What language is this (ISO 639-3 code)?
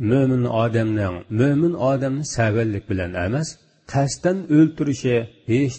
uig